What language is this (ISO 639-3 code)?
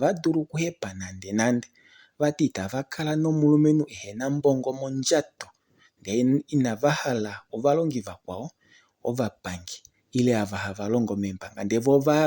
kua